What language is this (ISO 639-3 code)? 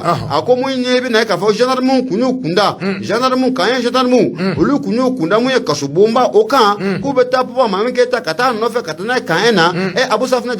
bam